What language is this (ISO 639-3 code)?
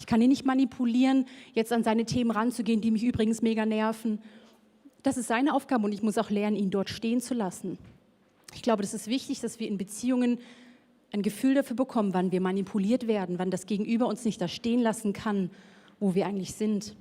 gsw